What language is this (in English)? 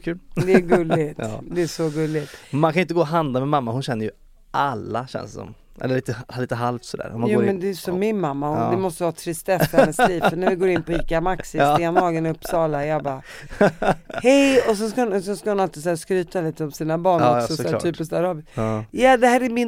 Swedish